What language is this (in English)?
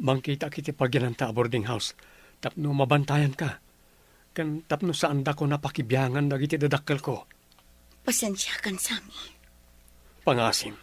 Iloko